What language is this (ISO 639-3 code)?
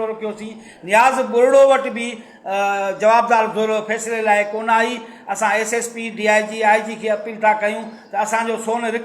snd